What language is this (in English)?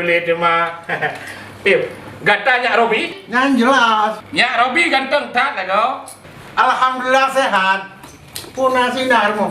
Achinese